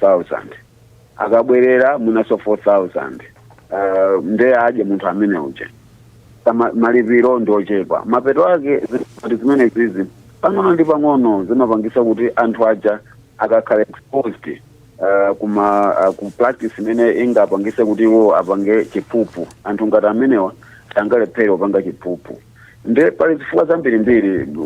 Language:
Nyanja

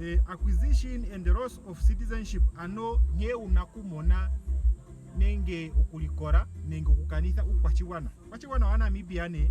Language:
Ndonga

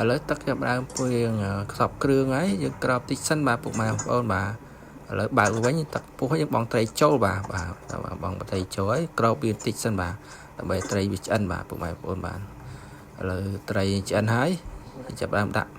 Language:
Khmer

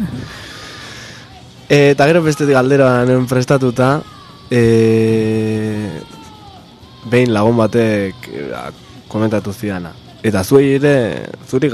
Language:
Basque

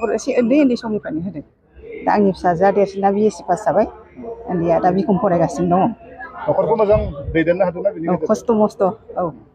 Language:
Bodo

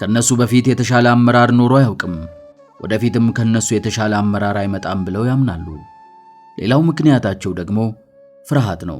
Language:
Amharic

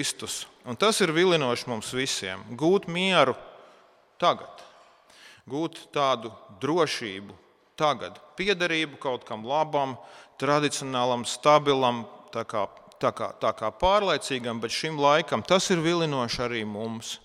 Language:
Latvian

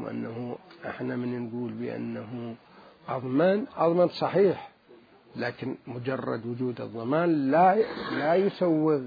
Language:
Mesopotamian Arabic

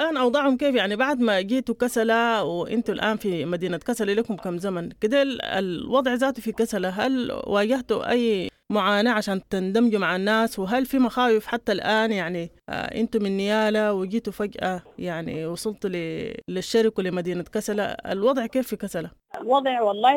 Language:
Sudanese Arabic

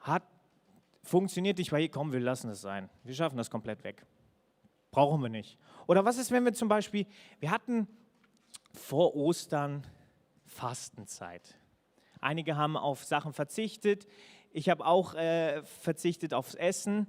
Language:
Swiss German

